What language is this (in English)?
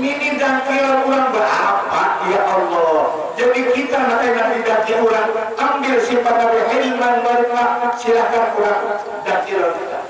Banjar